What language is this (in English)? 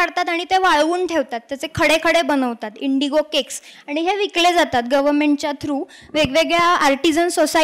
Marathi